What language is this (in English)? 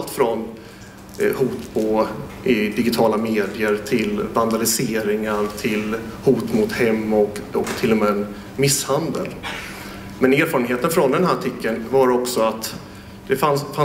Swedish